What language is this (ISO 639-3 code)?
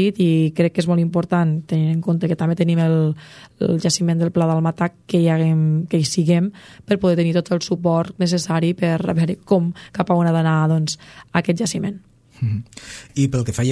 cat